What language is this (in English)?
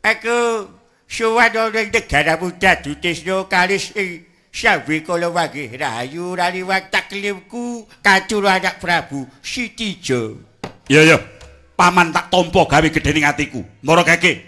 Javanese